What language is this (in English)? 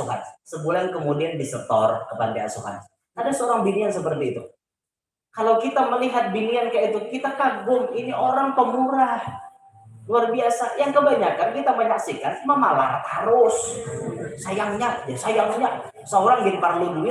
Banjar